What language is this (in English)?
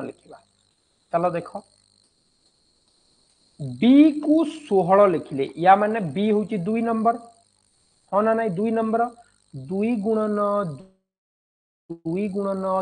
Odia